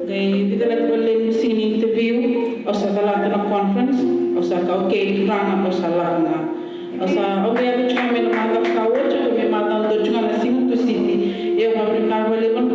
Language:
Fijian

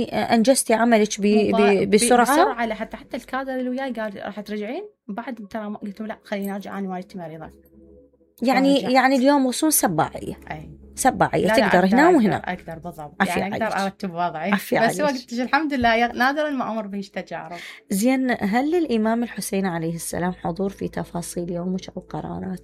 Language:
Mesopotamian Arabic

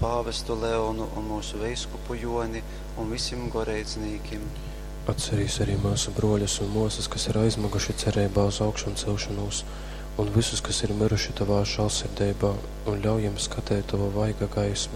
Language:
Latgalian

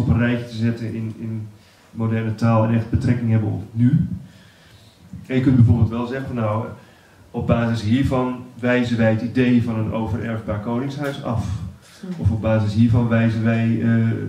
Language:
Dutch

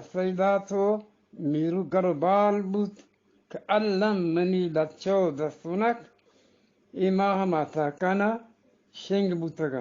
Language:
Eastern Balochi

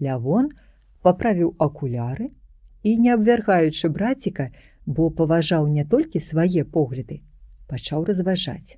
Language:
Belarusian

